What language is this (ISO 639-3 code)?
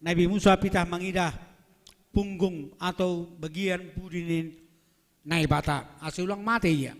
bts